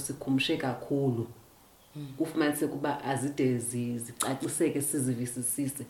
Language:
Xhosa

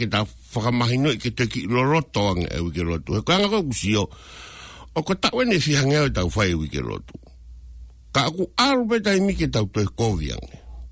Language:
Tongan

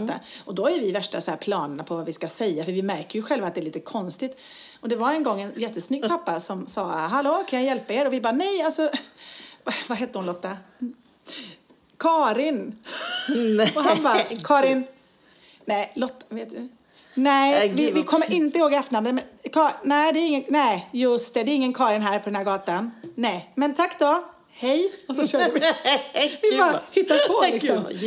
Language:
Swedish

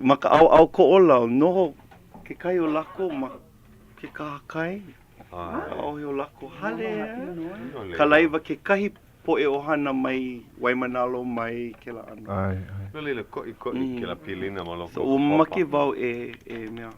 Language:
Hawaiian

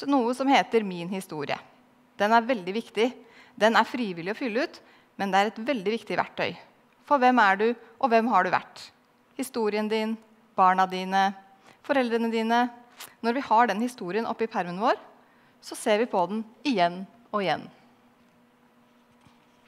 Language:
Norwegian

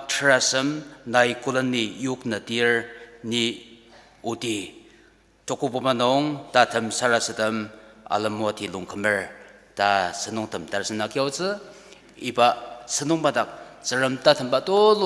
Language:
Ao Naga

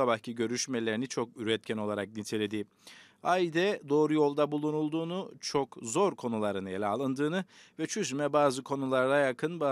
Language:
Turkish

